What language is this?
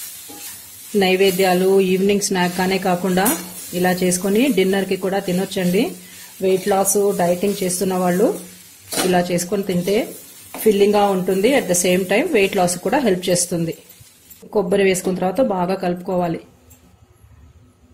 Telugu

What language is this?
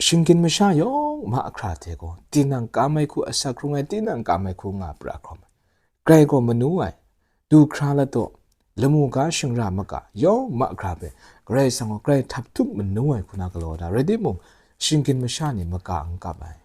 Kachin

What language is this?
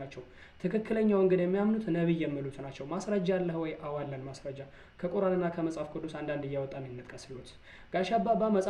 Amharic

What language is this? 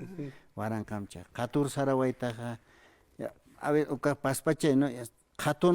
Aymara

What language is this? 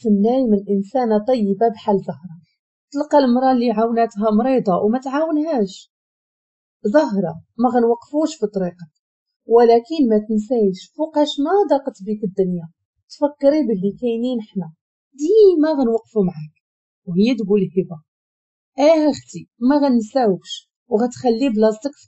Moroccan Arabic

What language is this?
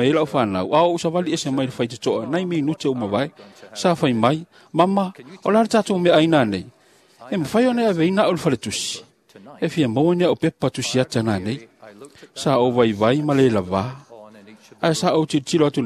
Samoan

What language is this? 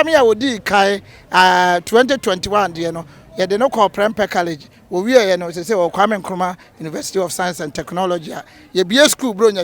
Akan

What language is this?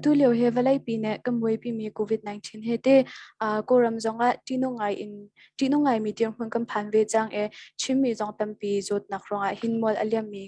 Hakha Chin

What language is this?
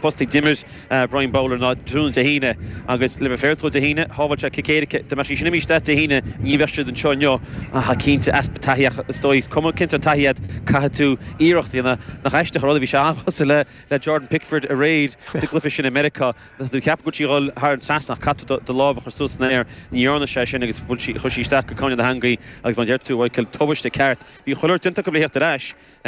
Irish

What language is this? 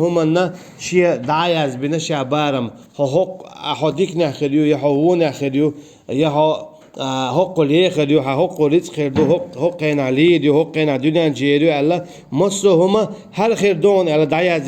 Chechen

